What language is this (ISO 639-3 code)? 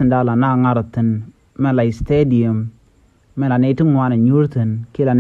nus